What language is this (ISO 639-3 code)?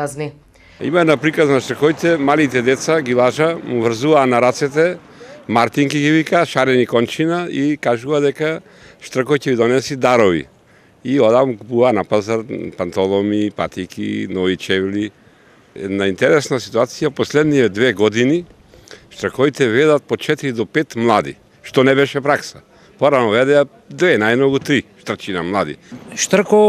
mkd